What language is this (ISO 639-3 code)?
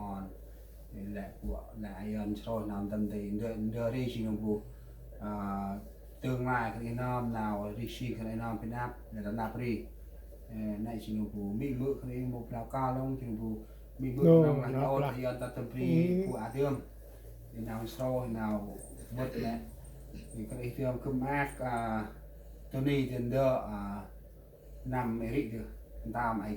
cmo